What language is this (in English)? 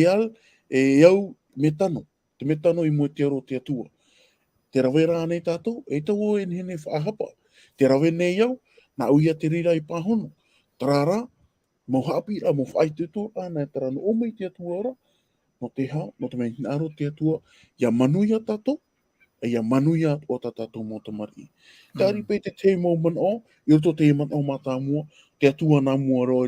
Tahitian